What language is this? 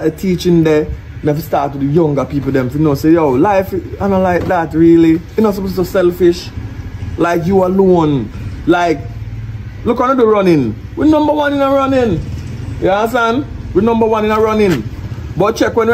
Jamaican Creole English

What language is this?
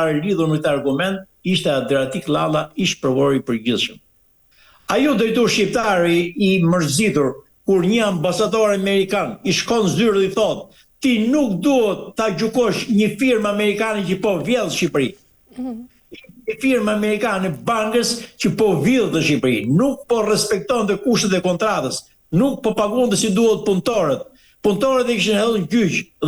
Albanian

